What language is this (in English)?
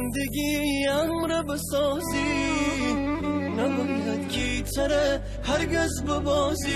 Gilaki